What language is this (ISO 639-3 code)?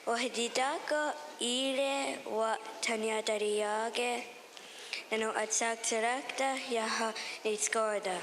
moh